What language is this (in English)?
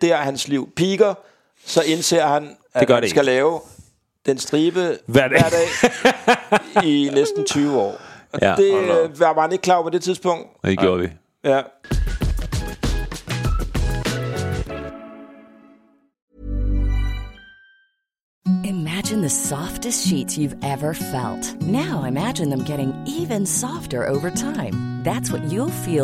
Danish